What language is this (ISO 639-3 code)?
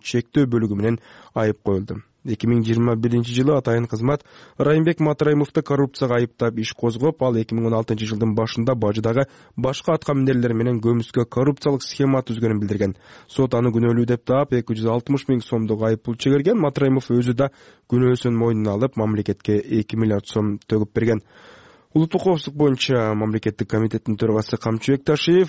kir